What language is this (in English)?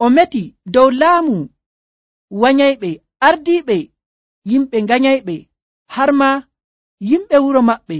Nigerian Fulfulde